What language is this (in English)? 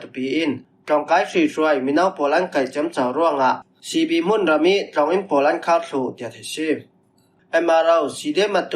Falam Chin